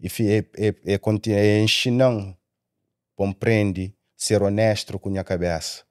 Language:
Kabuverdianu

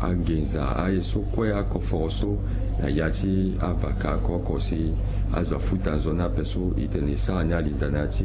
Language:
Sango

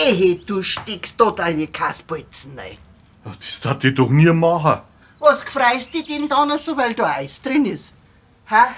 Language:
Bavarian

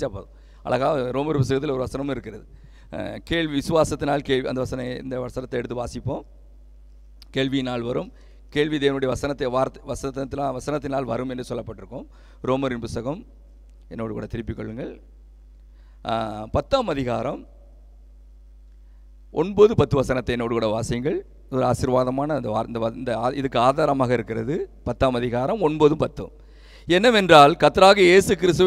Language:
Tamil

